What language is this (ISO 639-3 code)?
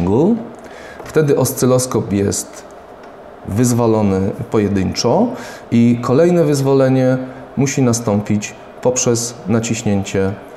pol